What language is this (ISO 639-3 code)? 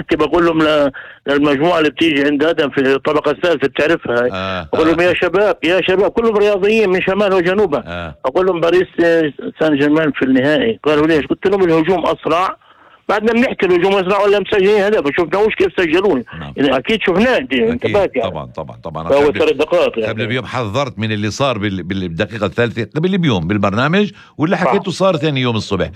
apc